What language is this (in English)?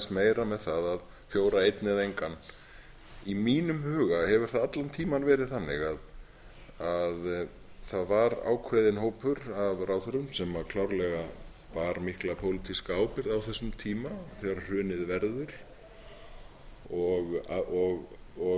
Icelandic